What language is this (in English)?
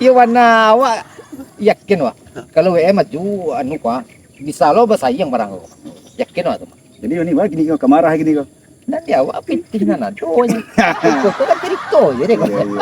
Minangkabau